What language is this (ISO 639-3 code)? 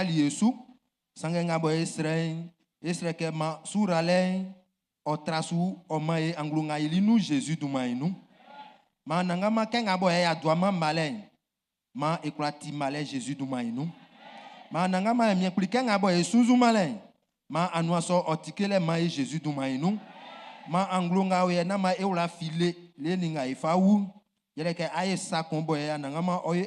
bci